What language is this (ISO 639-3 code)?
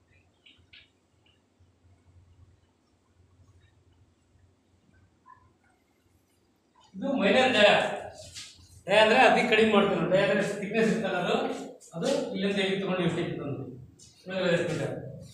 kan